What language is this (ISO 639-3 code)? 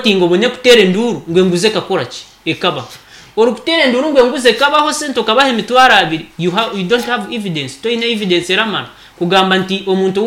nyn